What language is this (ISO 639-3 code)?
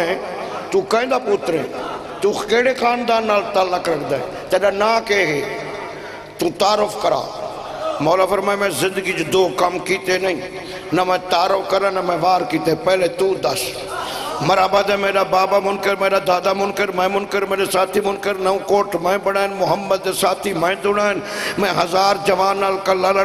skr